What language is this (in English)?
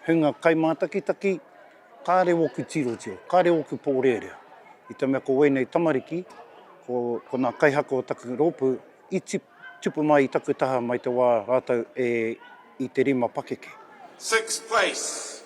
Māori